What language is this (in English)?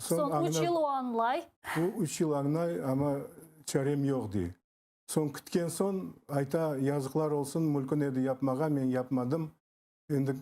Crimean Tatar